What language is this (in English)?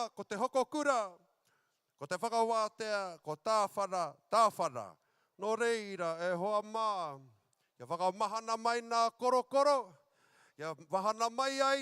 Māori